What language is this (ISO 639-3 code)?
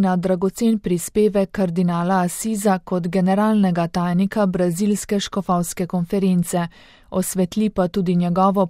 slv